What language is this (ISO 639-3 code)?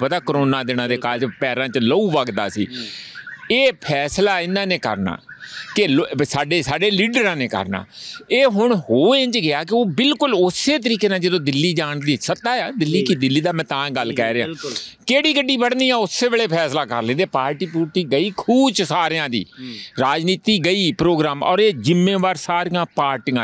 pan